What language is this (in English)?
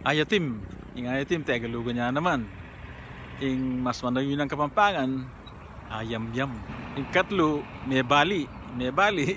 Pampanga